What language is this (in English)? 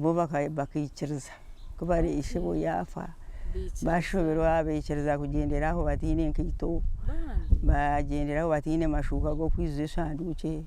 Nyankole